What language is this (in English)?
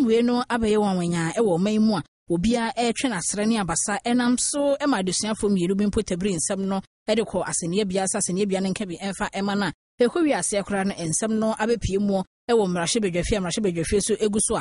Akan